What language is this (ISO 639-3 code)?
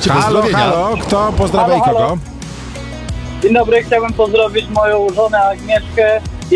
pol